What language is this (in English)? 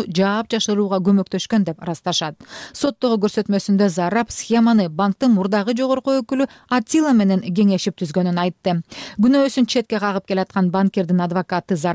Kyrgyz